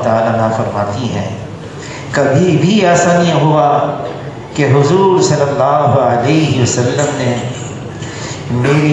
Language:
Urdu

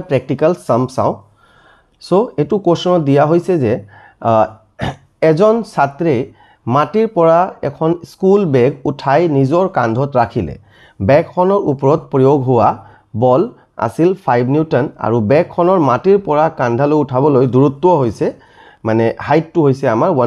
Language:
Assamese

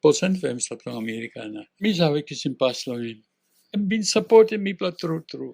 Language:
Tok Pisin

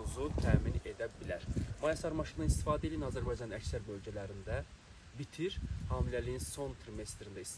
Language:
Azerbaijani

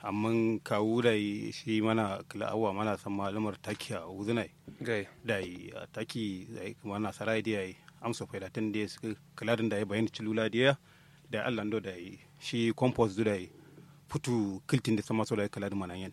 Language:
Kanuri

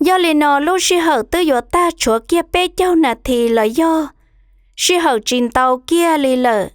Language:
Hmong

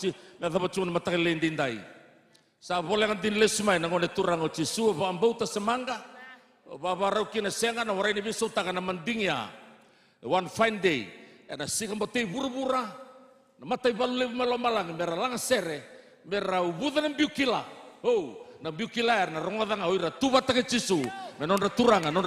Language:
Fijian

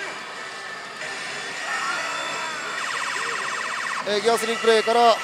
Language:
Japanese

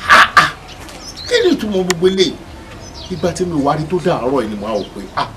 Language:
Yoruba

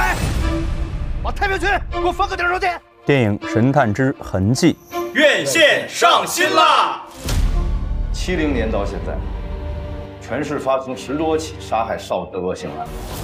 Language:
Chinese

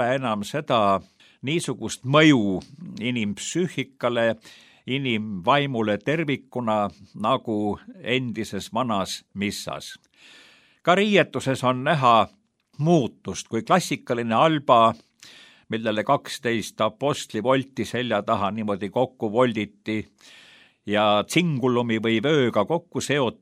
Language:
Estonian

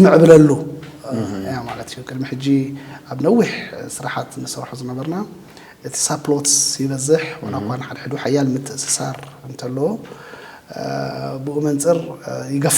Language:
Tigrinya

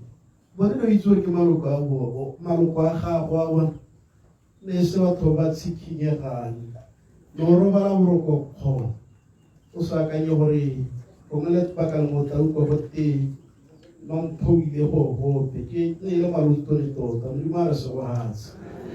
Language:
Tswana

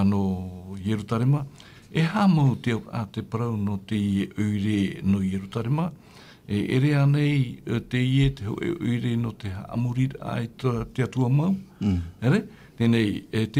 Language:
Tahitian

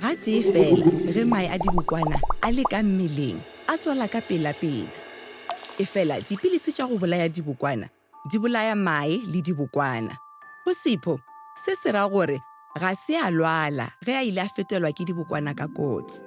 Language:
Northern Sotho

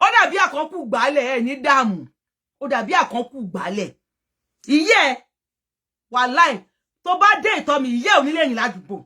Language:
Yoruba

